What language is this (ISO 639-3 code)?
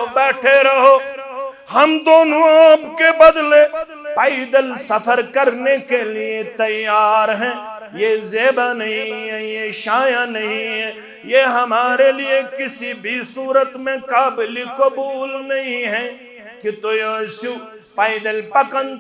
kas